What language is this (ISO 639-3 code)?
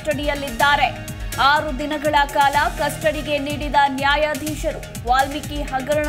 kan